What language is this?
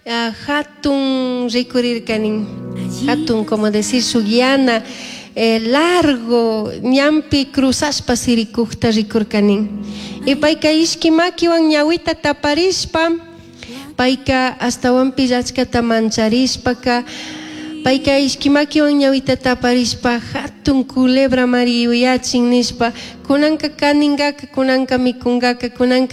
Chimborazo Highland Quichua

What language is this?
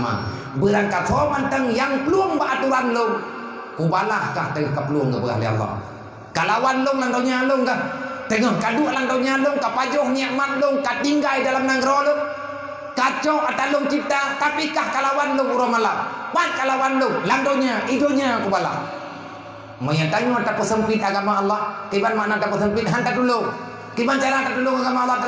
Achinese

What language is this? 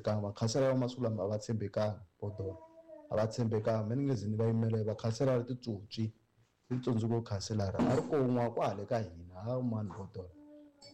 Tsonga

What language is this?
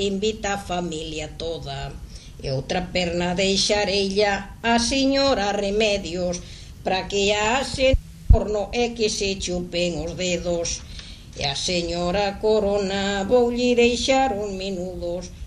Galician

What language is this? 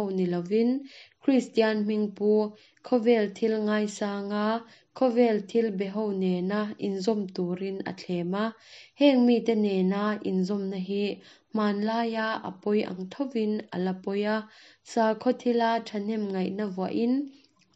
Mizo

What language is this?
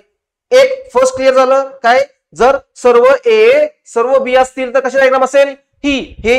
Marathi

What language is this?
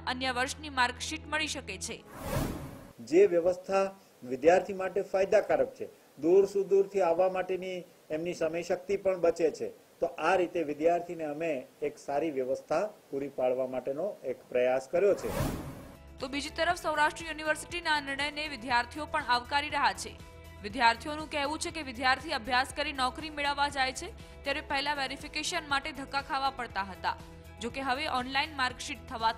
Gujarati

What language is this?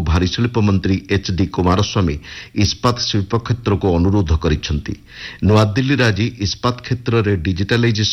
Odia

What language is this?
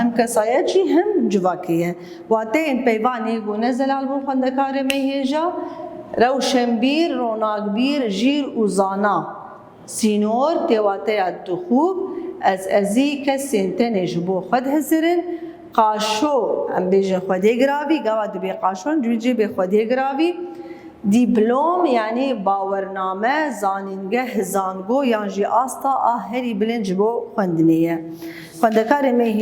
Kurdish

